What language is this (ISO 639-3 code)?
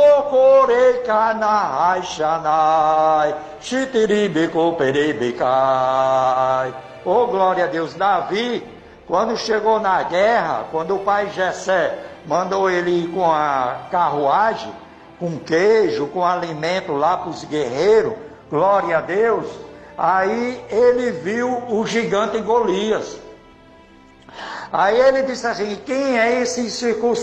por